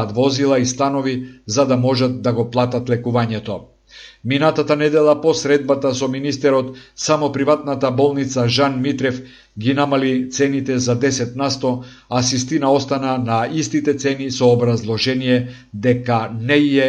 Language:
Macedonian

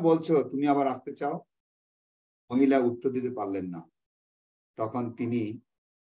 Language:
Bangla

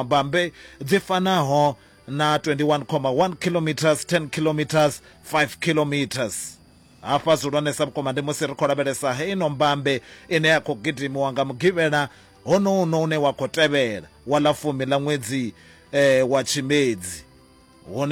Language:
Venda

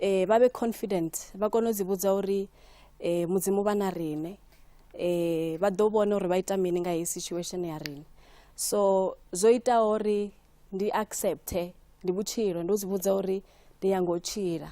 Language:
Venda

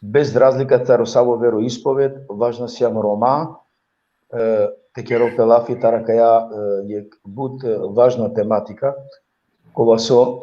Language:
Balkan Romani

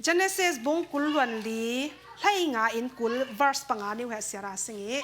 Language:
Falam Chin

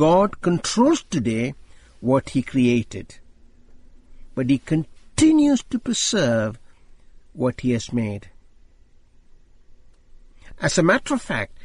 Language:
English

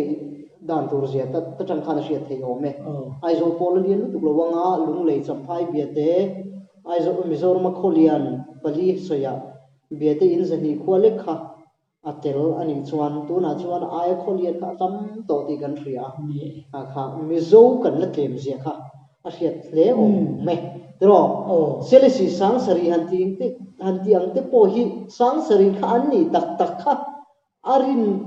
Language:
Mizo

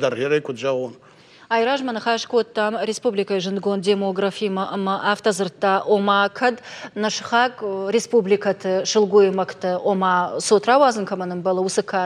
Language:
Ossetic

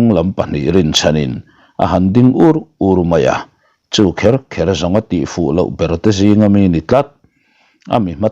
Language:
Mizo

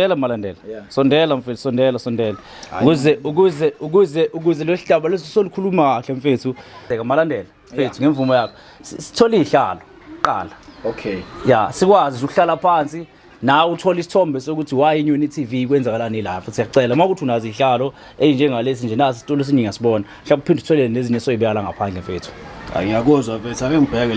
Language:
Zulu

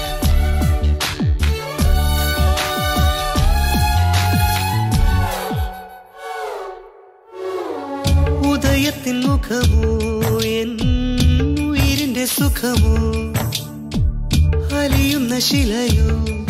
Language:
Malayalam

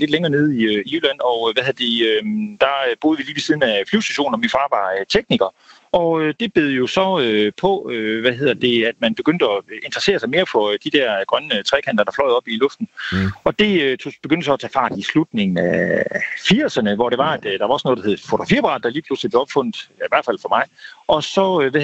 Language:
Danish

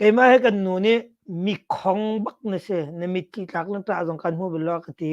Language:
Hakha Chin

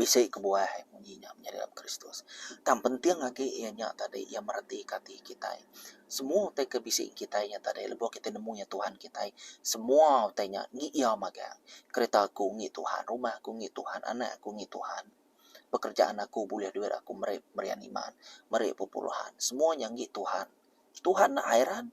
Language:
Iban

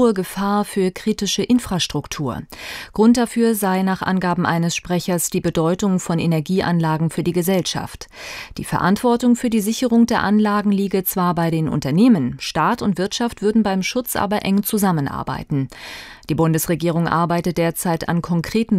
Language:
German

